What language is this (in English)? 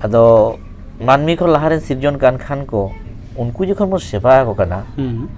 Santali